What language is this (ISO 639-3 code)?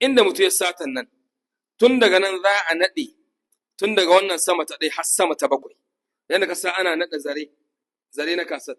hau